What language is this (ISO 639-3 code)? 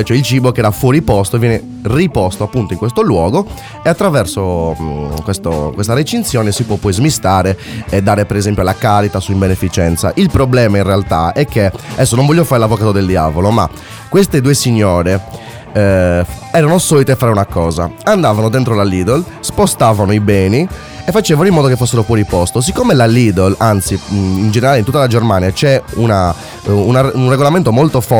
ita